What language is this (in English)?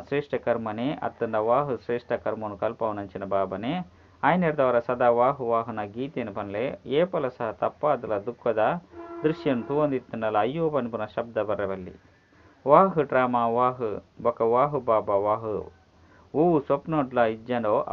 Tulu